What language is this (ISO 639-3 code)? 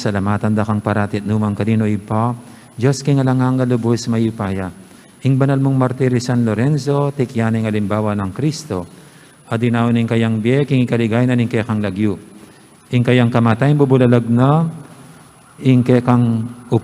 pam